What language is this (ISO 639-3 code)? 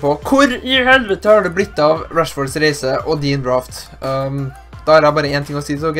nor